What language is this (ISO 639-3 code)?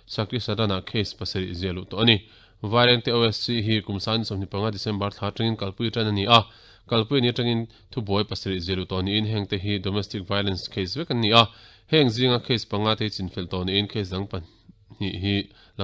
lus